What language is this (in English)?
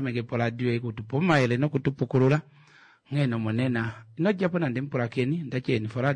Kuanyama